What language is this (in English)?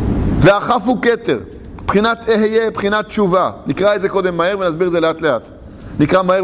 Hebrew